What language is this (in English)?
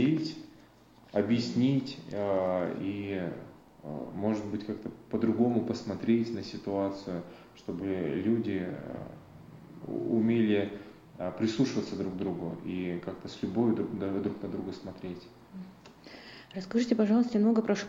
Russian